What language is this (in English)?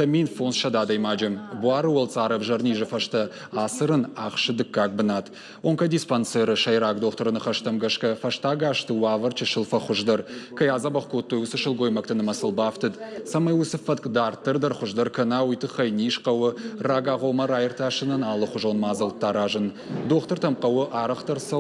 Ossetic